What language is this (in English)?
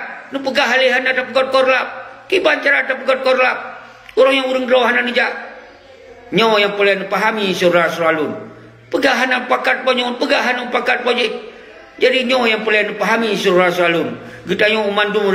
Achinese